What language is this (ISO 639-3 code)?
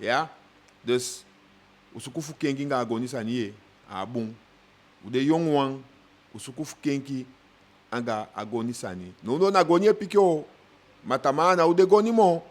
djk